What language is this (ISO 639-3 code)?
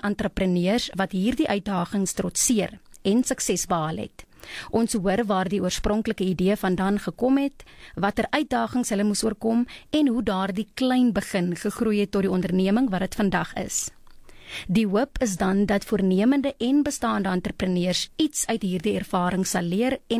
afr